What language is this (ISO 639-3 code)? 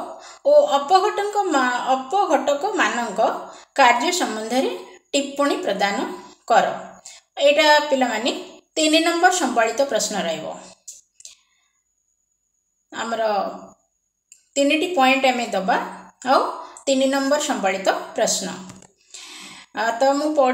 ori